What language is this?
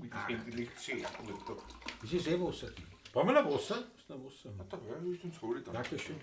Bavarian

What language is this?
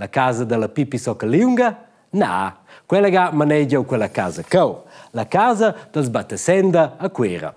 Romansh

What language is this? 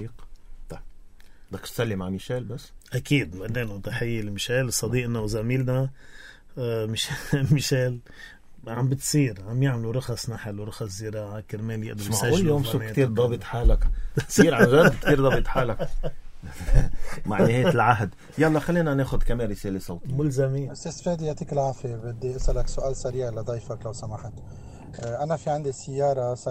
North Levantine Arabic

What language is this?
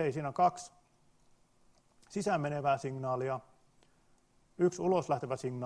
Finnish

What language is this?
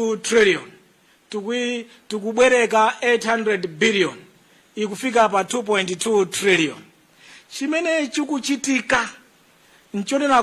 Nyanja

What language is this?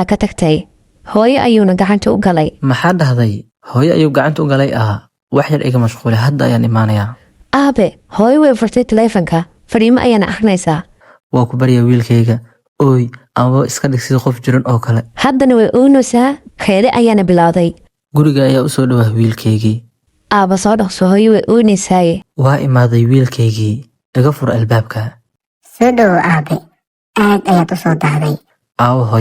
Somali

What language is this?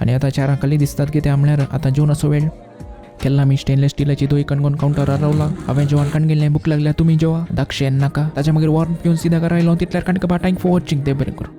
Konkani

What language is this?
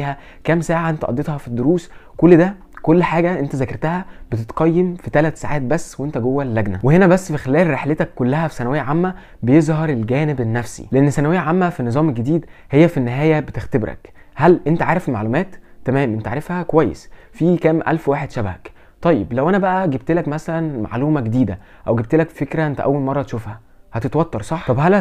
Egyptian Arabic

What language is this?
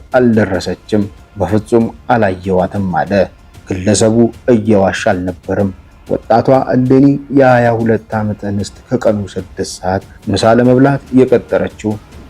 Amharic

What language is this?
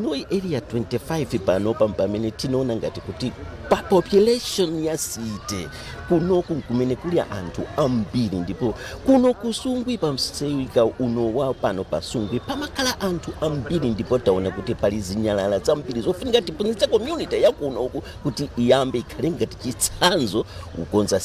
Nyanja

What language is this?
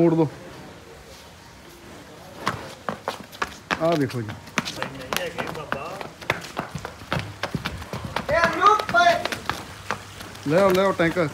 Punjabi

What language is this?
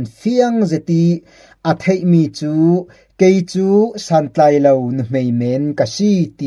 Falam Chin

